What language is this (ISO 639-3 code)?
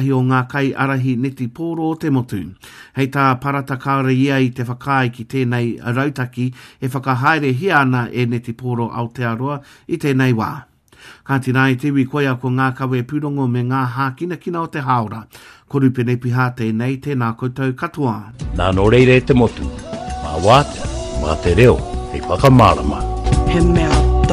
mri